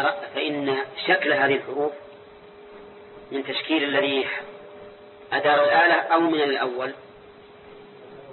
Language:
Arabic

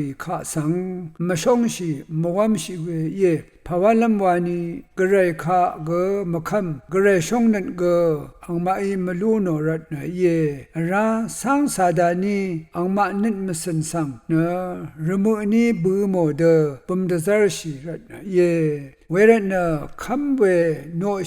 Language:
Rawang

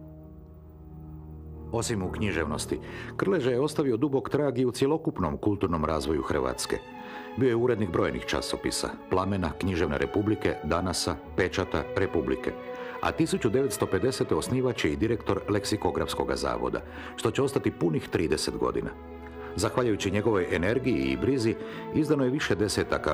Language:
Croatian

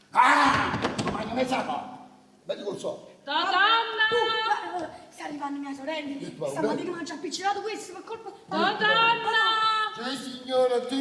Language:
Neapolitan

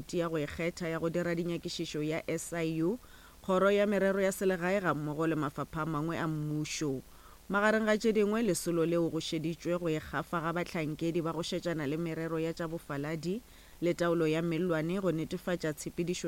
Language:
Northern Sotho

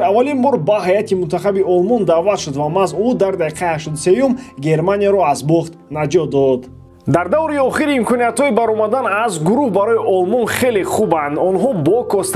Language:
Tajik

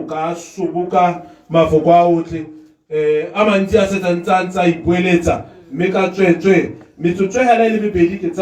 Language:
Tswana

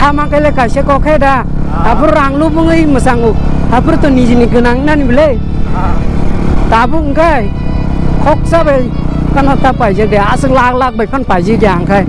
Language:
Kok Borok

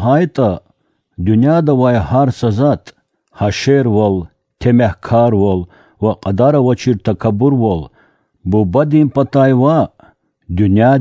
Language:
Lezghian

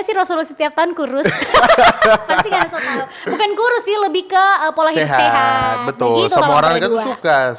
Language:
Manado Malay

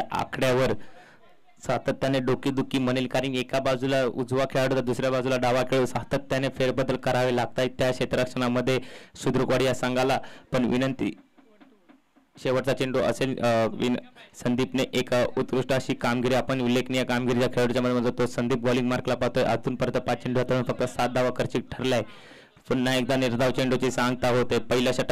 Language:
Marathi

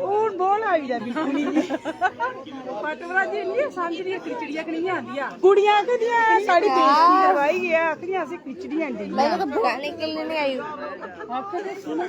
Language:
Dogri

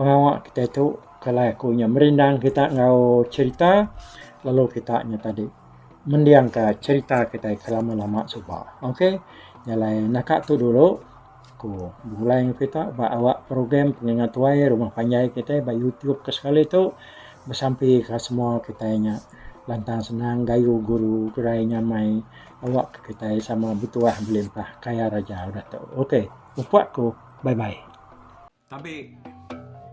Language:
Iban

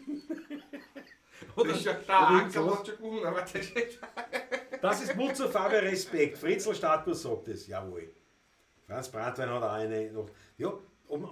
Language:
Bavarian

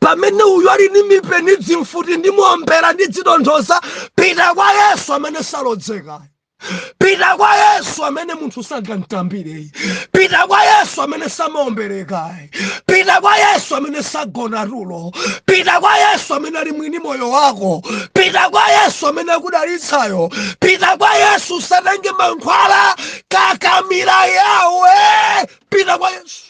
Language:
Nyanja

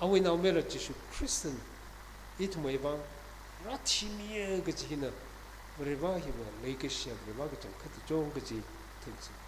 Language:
Tangkhul Naga (India)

